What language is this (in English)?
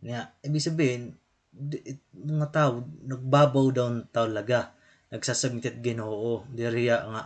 Waray